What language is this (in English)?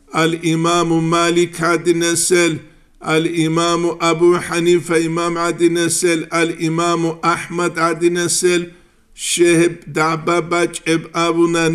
Avaric